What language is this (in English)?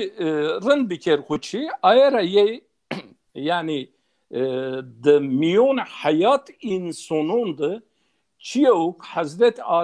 Zaza